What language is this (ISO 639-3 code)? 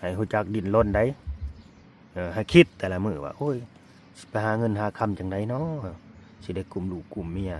lao